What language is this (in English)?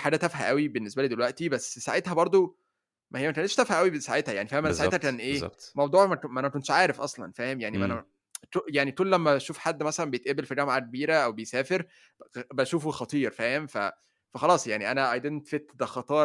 Egyptian Arabic